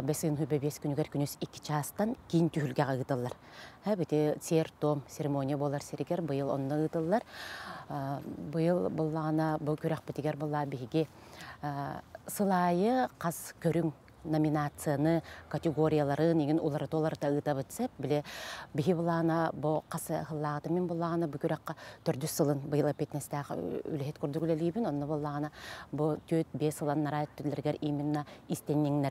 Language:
Yakut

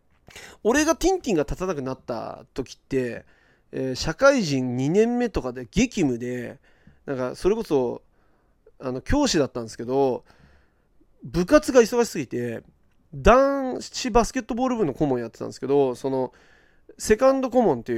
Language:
Japanese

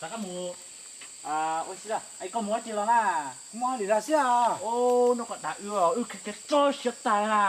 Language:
Hmong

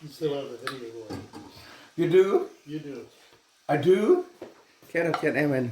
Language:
Plautdietsch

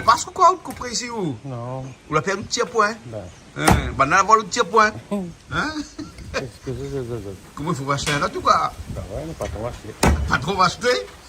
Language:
Réunion Creole French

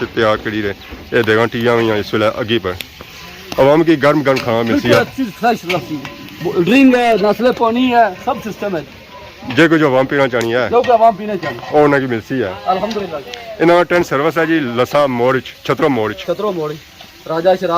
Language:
Pahari-Potwari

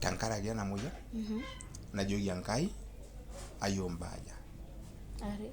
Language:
Masai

